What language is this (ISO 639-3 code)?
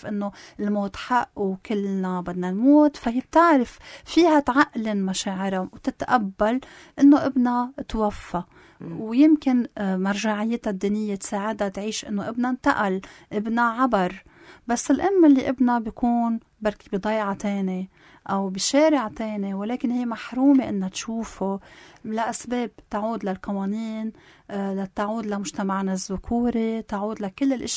apc